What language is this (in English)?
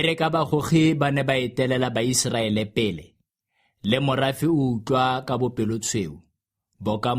Tswana